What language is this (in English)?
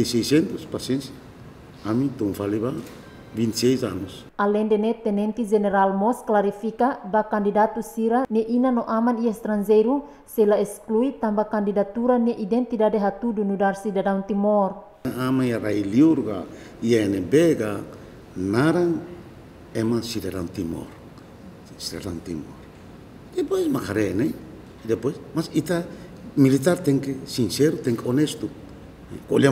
Tetum